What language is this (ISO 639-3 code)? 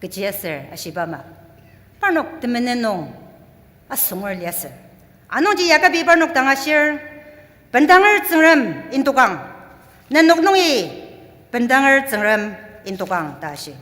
njo